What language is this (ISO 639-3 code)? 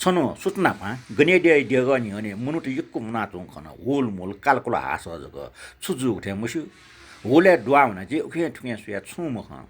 new